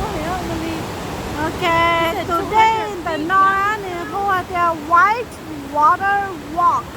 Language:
Hmong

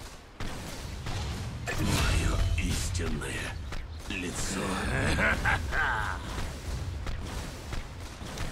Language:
Russian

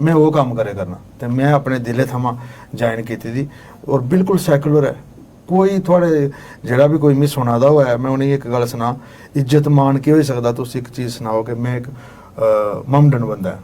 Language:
Dogri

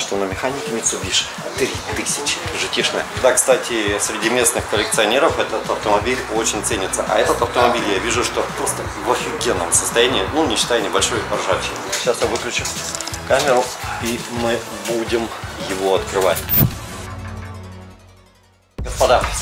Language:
Russian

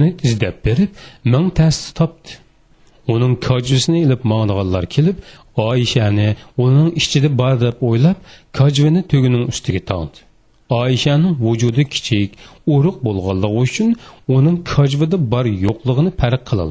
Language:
Uyghur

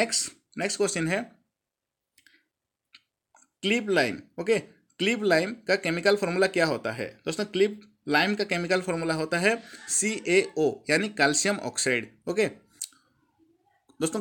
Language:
Hindi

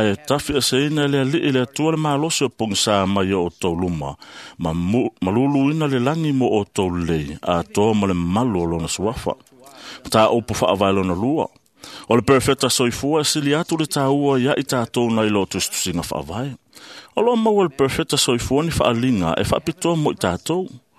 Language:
Samoan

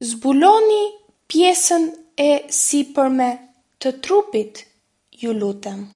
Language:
Albanian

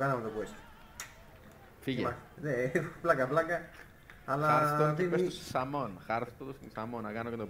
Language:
Greek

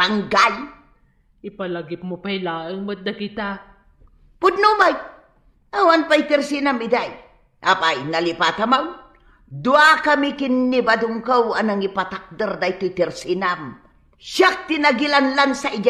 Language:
Iloko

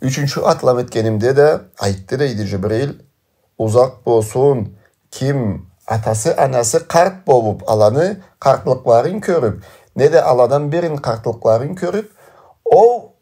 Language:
Karachay-Balkar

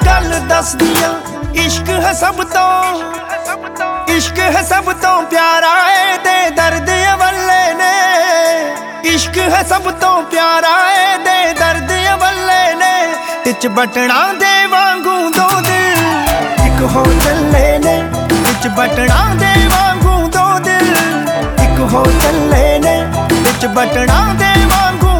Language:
Punjabi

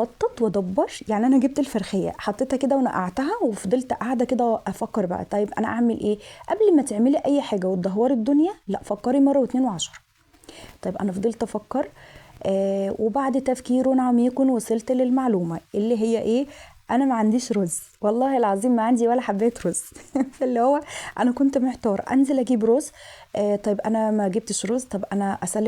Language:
Egyptian Arabic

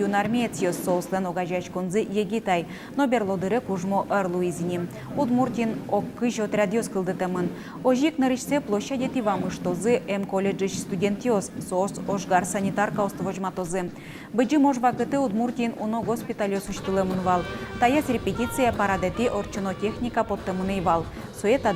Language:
Udmurt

